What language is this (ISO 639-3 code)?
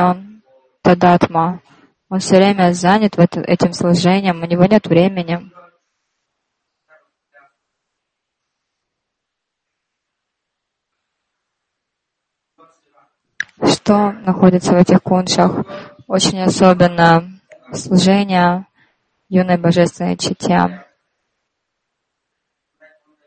rus